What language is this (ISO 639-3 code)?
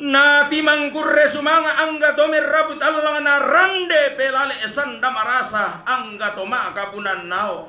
sda